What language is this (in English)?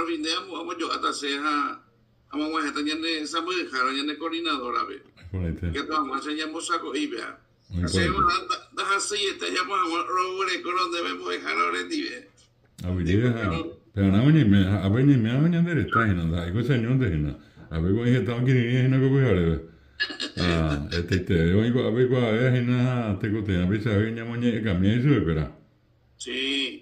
Guarani